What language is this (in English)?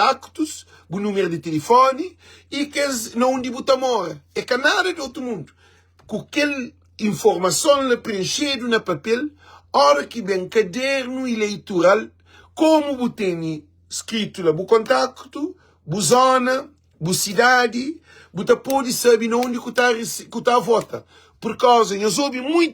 Kabuverdianu